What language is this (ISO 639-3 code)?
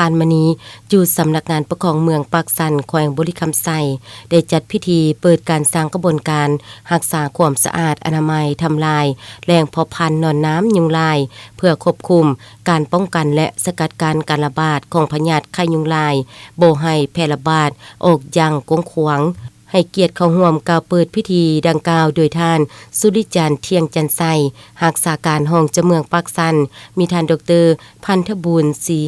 lao